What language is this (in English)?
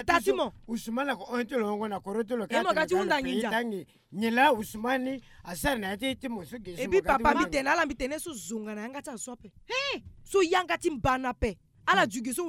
Sango